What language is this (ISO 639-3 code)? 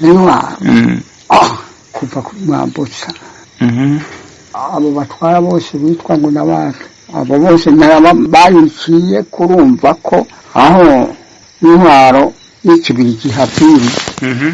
run